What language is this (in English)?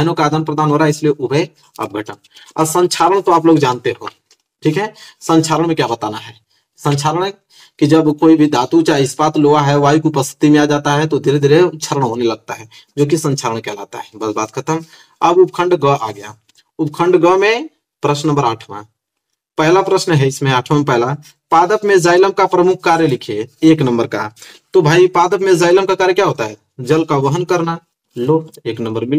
Hindi